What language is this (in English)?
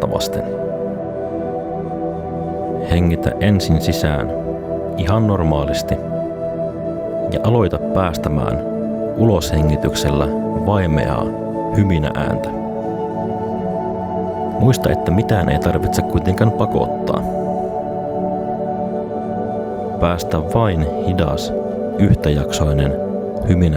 Finnish